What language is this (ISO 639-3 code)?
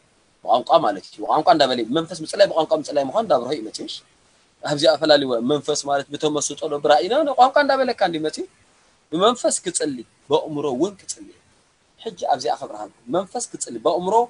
tir